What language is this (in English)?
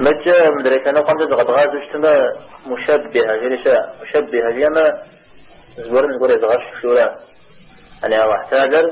Kabardian